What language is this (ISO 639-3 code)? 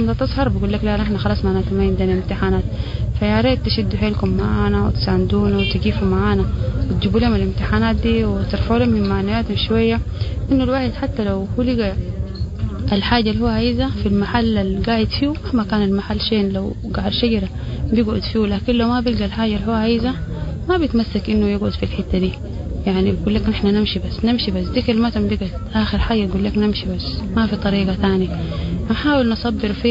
apd